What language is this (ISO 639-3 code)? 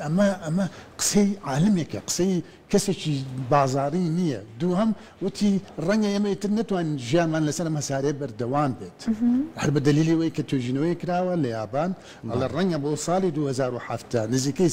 ckb